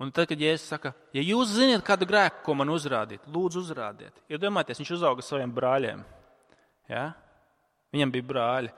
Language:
Latvian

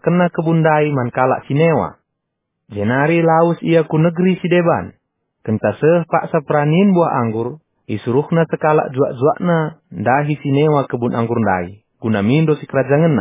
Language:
Batak Karo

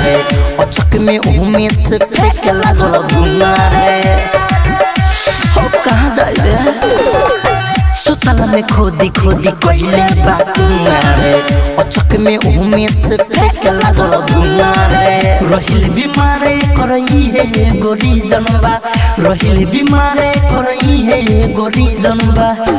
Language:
Bhojpuri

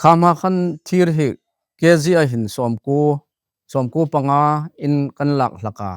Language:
Hmar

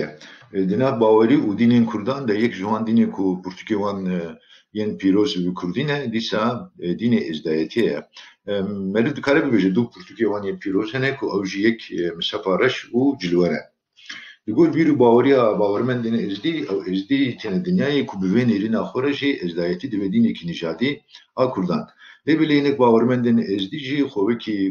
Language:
Kurdish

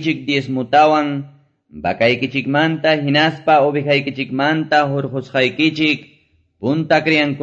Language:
Quechua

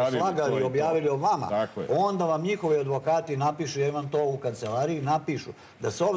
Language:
Serbian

